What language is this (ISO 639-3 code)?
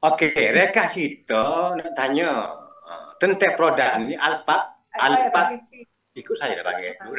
msa